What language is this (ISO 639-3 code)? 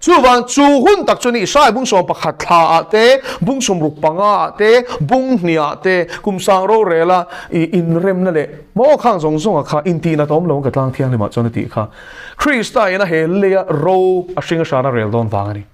lus